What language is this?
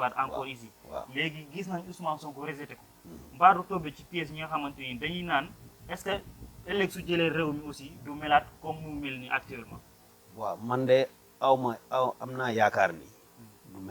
Wolof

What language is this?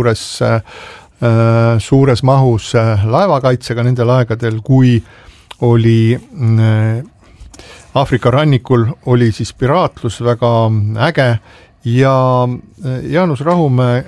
Estonian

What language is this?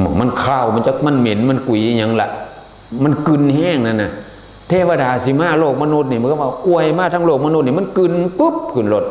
Northeastern Thai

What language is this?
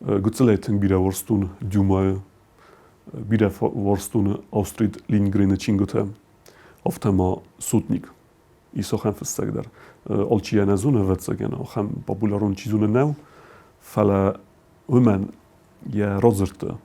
Ossetic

